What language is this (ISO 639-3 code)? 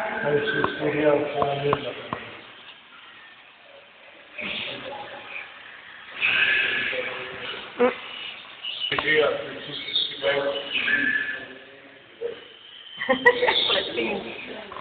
ces